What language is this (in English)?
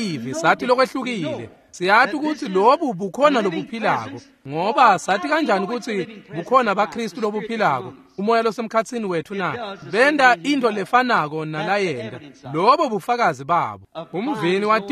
Swati